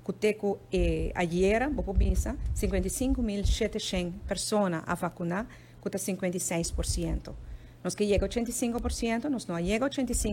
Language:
Papiamento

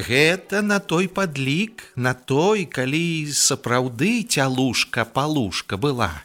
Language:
Belarusian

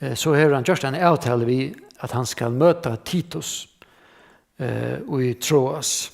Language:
Faroese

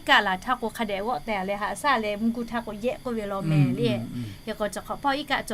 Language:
Lahu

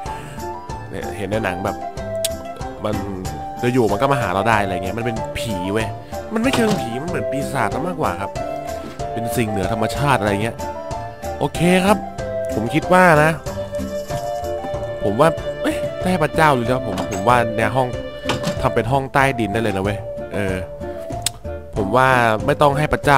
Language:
Thai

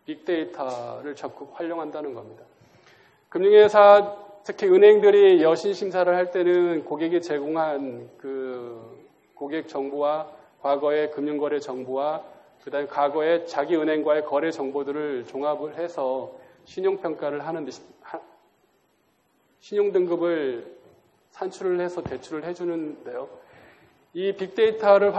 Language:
Korean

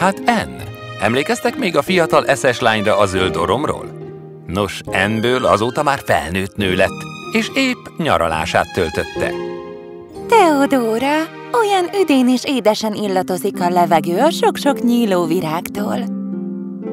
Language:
Hungarian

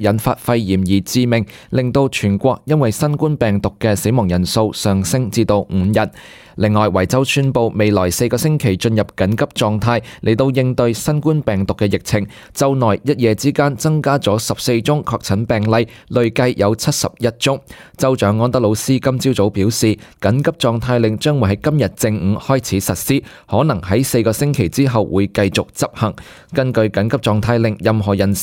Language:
Cantonese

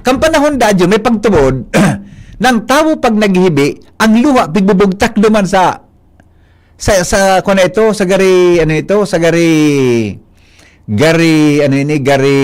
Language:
Bikol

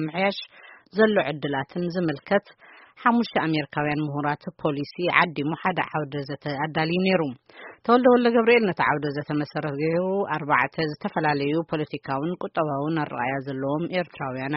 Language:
Tigrinya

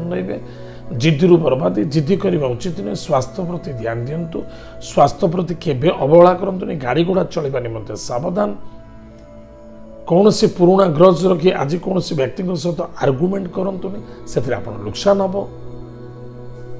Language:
Odia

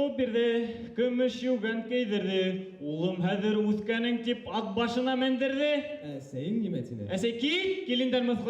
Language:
Bashkir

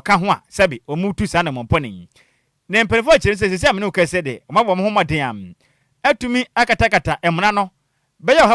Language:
Akan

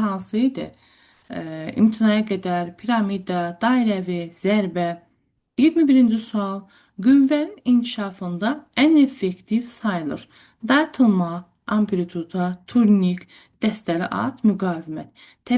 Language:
Azerbaijani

